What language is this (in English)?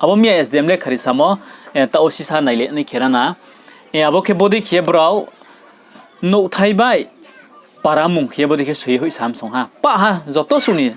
Riang (India)